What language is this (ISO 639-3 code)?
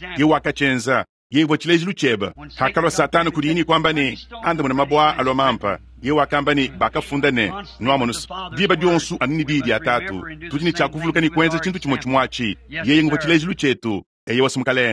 lua